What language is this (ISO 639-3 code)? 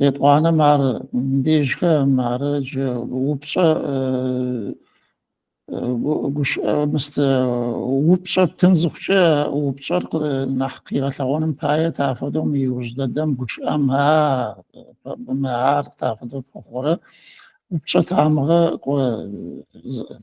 ady